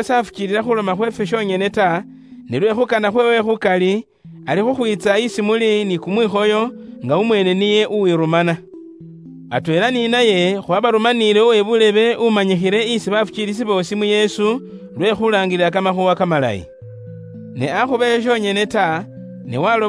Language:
Luyia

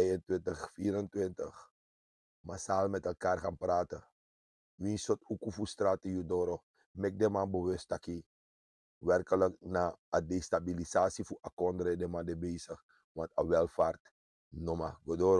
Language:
Sranan Tongo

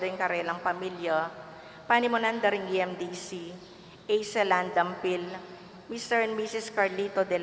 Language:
Pampanga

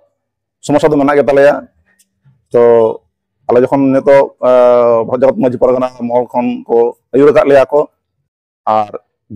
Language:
Santali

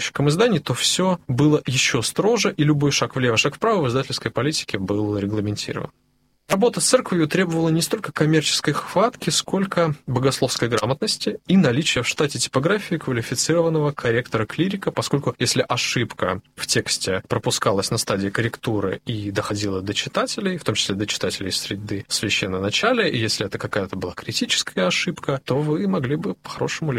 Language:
Russian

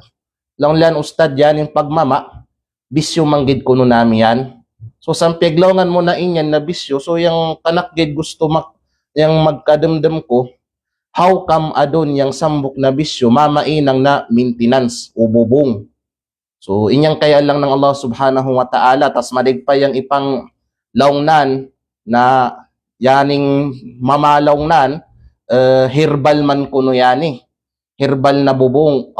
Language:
Kalagan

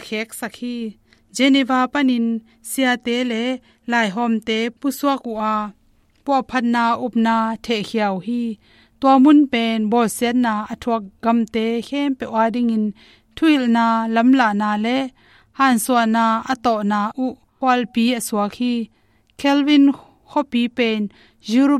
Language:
Tedim Chin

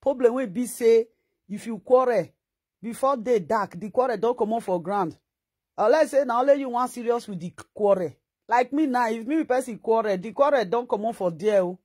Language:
Nigerian Pidgin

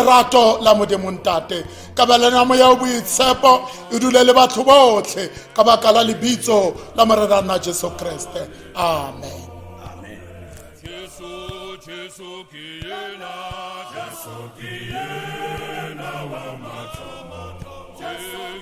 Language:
Tswana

